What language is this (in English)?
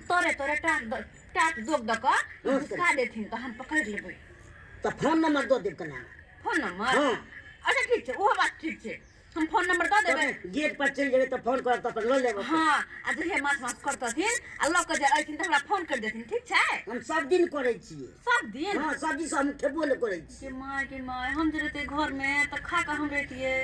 Maithili